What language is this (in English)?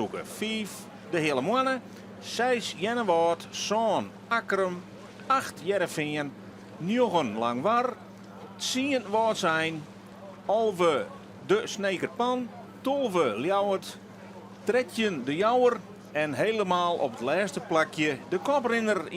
Western Frisian